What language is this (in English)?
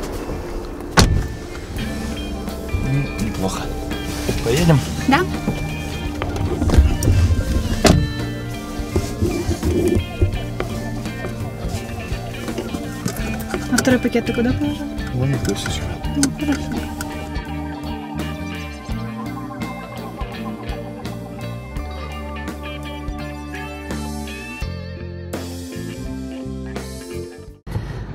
Russian